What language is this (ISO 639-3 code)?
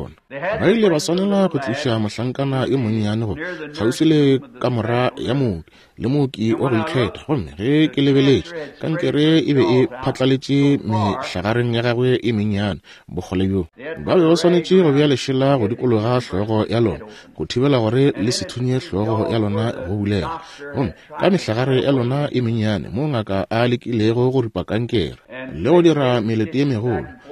nso